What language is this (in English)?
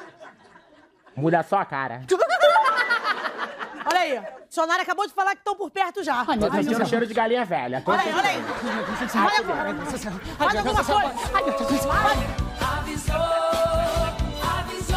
Portuguese